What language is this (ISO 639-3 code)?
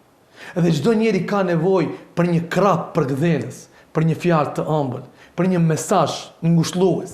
sqi